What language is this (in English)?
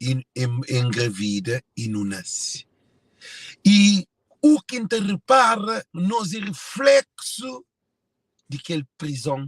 Kabuverdianu